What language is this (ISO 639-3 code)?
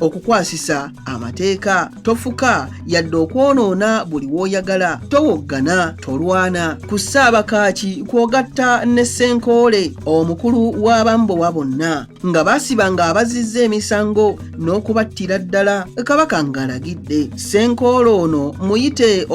lug